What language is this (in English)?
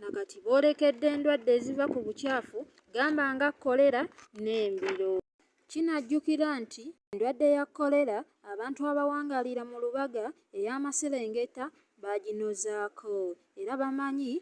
Ganda